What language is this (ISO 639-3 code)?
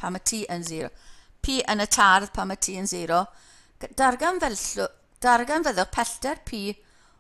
cym